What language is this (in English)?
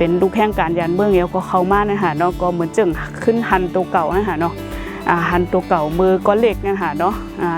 Shan